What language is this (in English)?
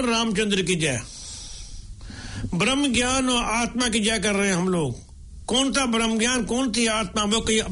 Hindi